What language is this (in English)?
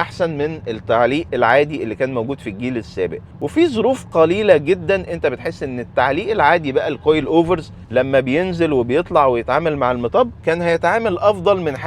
Egyptian Arabic